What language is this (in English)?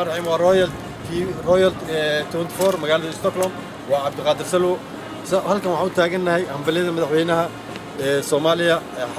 Somali